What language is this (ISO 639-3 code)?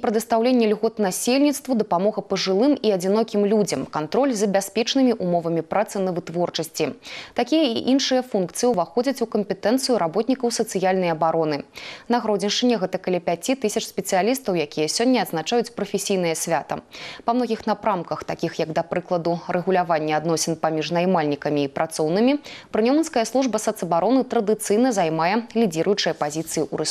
bel